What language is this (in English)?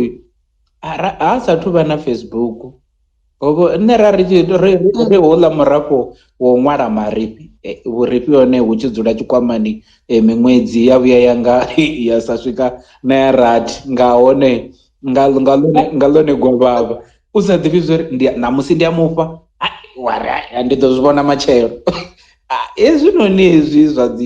Venda